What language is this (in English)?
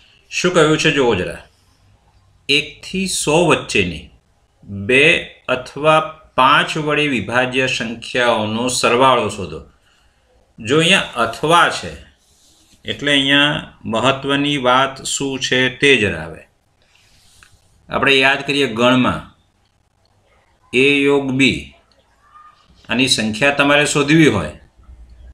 Gujarati